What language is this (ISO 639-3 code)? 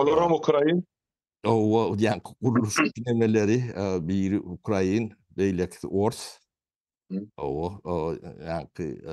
tuk